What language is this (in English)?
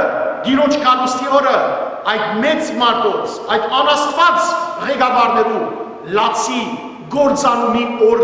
Western Armenian